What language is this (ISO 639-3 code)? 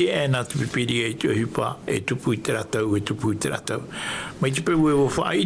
tah